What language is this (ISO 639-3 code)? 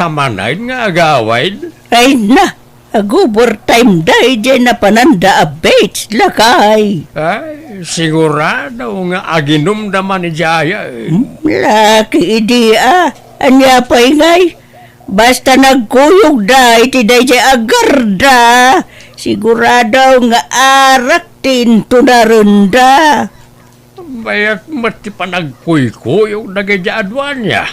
ilo